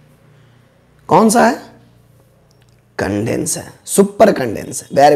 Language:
Hindi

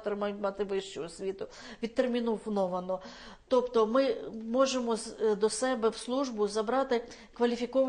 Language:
Ukrainian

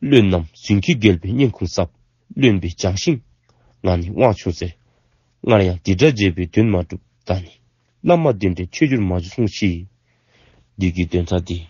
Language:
Dzongkha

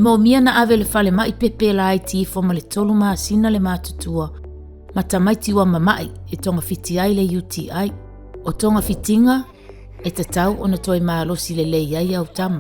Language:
Samoan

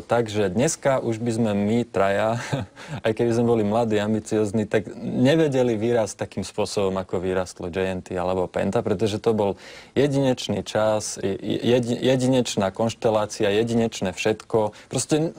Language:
Slovak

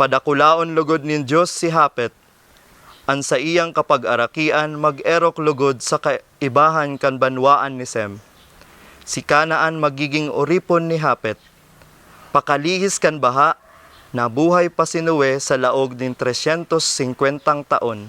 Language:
Bikol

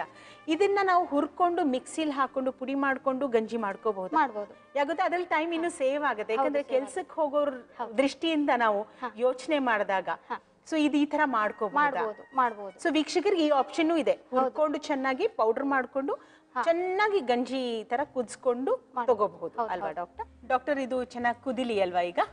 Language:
Kannada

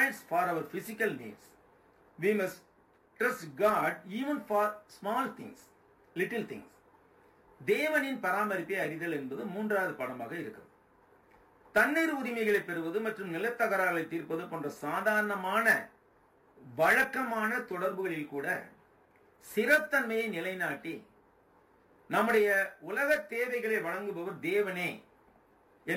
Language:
Tamil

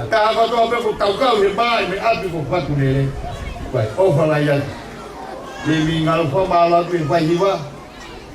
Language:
Tongan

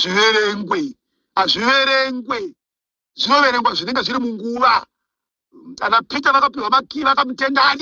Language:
Shona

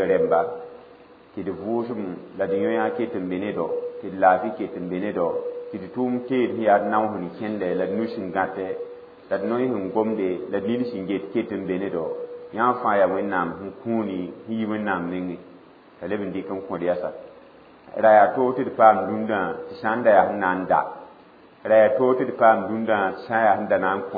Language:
Mossi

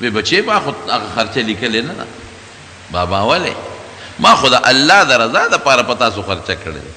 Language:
Pashto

